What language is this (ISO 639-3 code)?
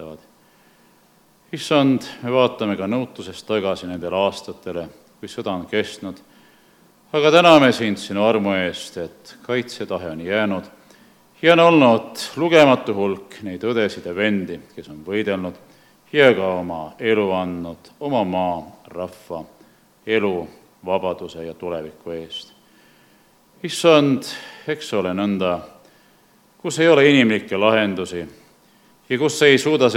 est